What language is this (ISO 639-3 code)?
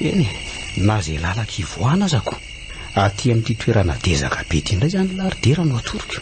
mlg